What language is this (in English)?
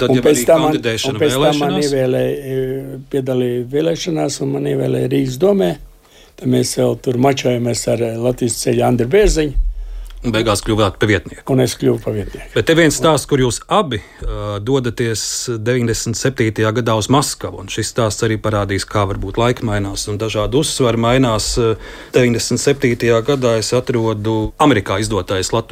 Latvian